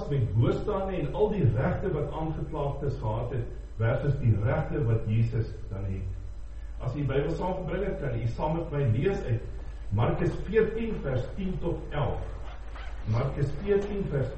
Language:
Afrikaans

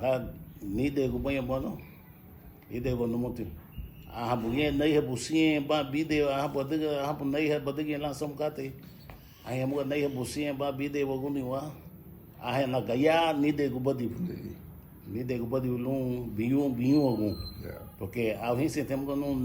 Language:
Garifuna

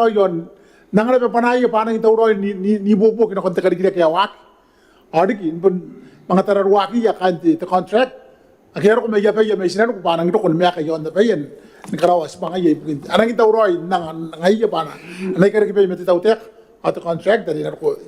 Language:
Gilbertese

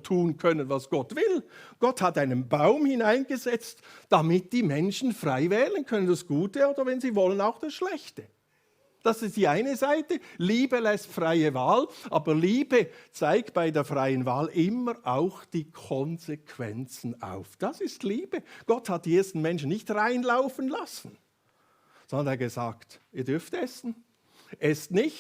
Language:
Swiss German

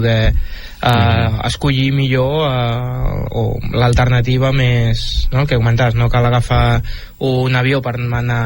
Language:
Catalan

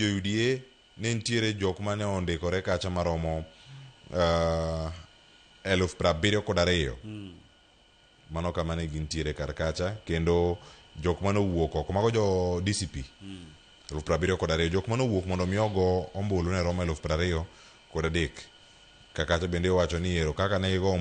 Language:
Luo (Kenya and Tanzania)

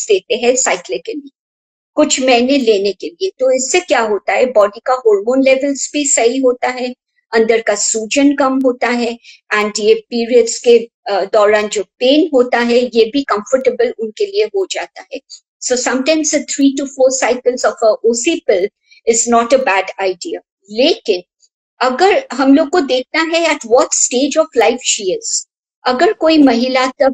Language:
Hindi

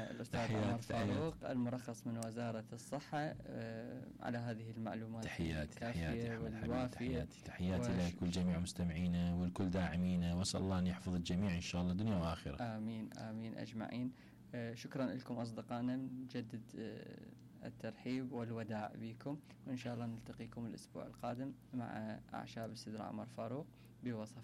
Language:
Mesopotamian Arabic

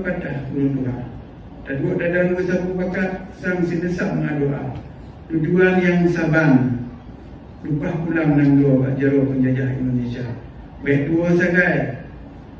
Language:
Achinese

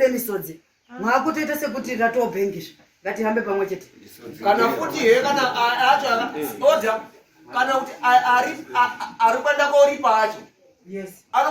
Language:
Shona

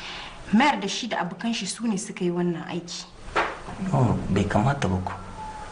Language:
Hausa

